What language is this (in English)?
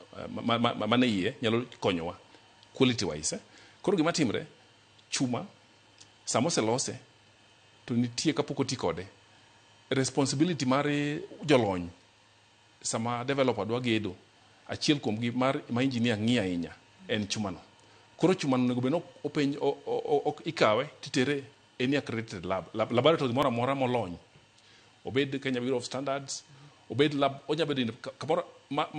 Luo (Kenya and Tanzania)